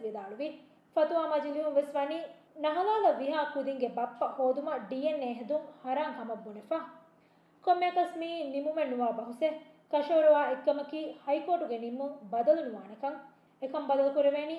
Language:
Divehi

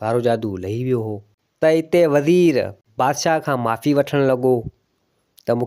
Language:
Sindhi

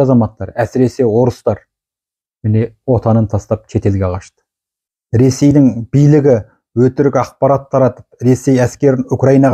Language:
Kazakh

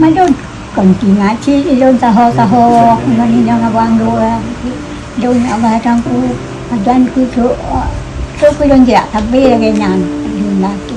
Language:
Achinese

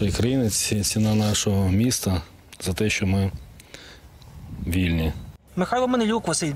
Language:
Ukrainian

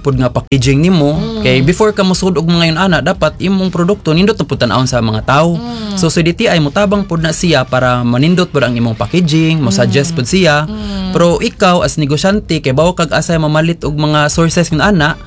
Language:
Cebuano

